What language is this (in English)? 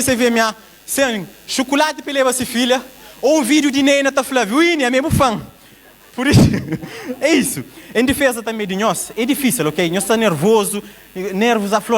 Kabuverdianu